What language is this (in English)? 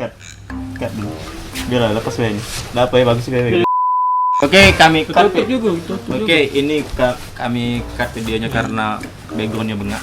Musi